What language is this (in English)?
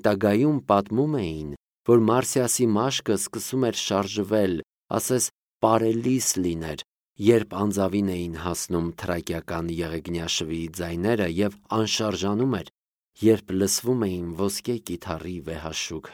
Armenian